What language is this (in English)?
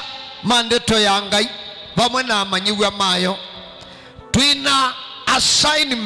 Kamba